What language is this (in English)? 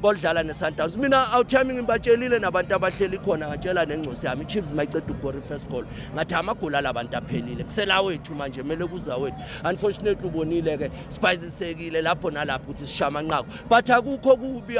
Zulu